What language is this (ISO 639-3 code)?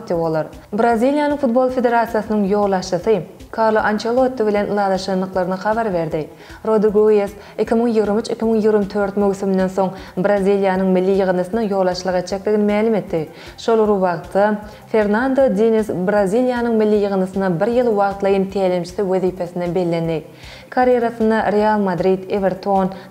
tuk